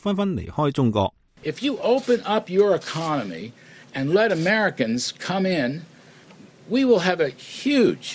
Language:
Cantonese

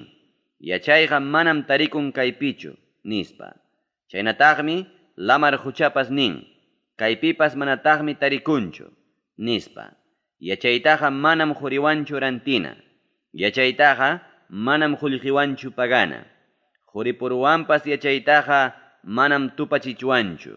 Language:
Ayacucho Quechua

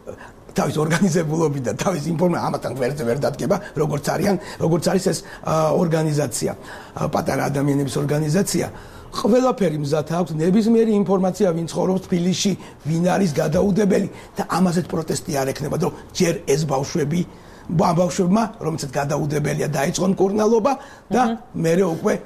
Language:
Georgian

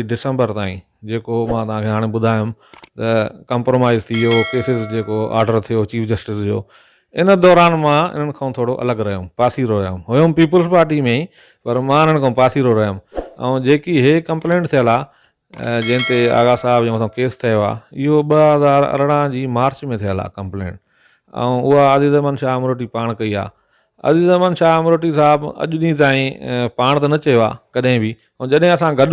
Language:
Sindhi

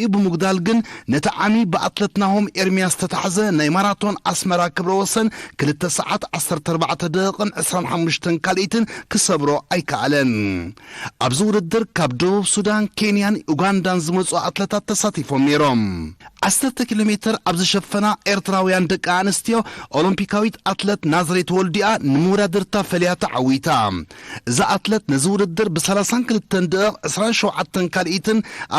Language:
Tigrinya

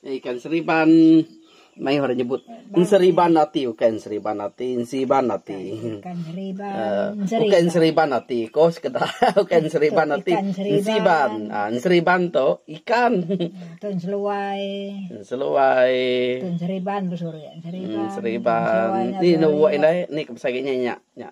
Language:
Iban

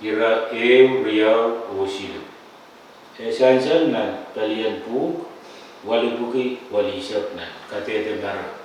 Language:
Pohnpeian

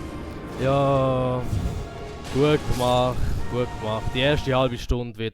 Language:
Swiss German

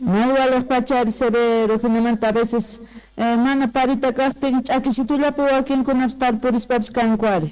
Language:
South Bolivian Quechua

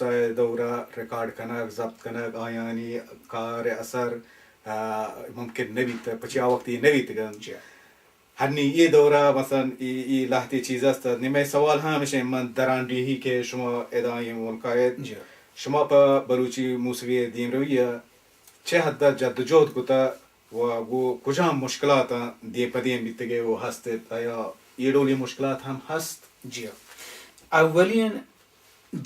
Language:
Baluchi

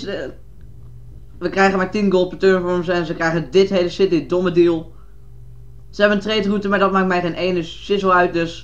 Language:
Dutch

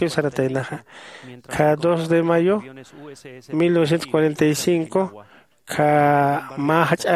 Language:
Aymara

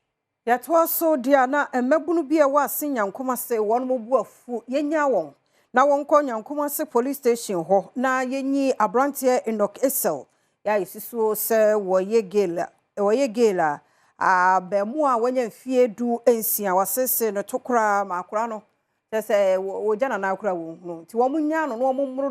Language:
Akan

